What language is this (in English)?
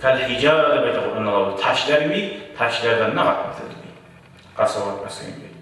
Kumyk